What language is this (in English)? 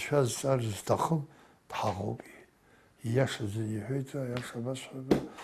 Abkhazian